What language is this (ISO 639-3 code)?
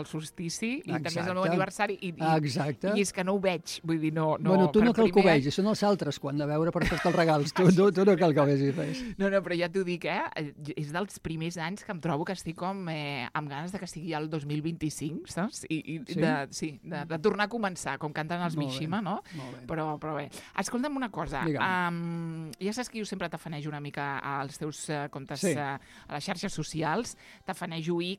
cat